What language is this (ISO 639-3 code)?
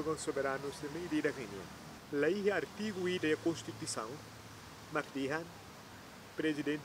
tet